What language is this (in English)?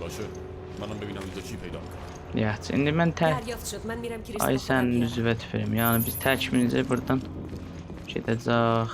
South Azerbaijani